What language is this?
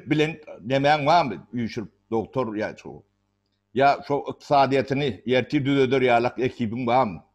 Turkmen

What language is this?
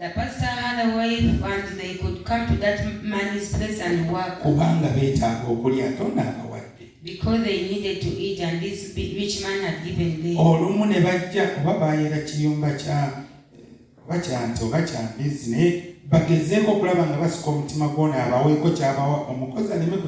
Ganda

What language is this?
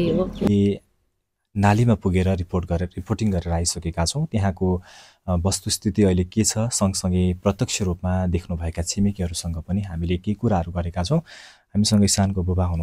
Nepali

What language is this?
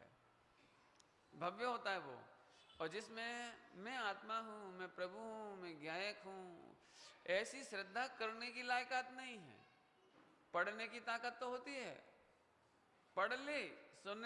Hindi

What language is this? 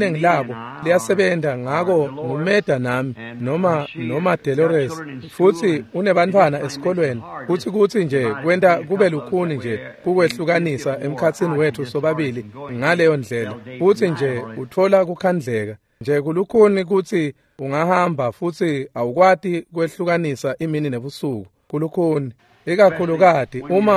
Swati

